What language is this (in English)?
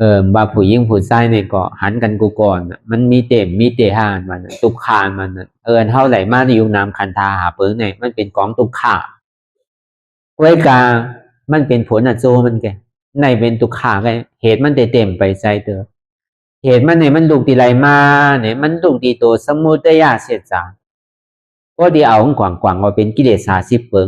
Shan